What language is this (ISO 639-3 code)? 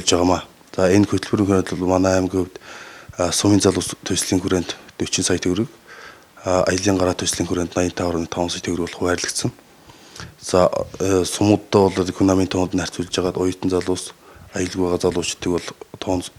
mon